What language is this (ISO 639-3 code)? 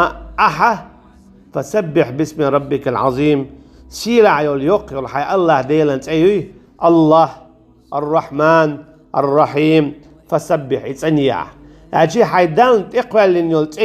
che